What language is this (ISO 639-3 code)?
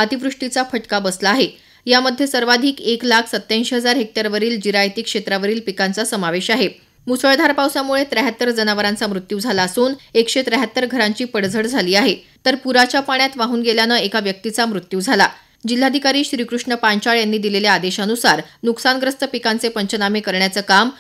mar